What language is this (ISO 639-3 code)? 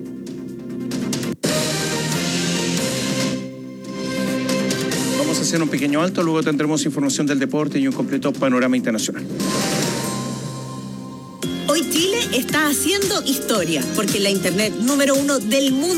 spa